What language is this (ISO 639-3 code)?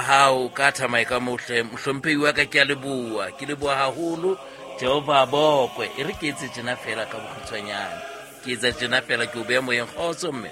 sot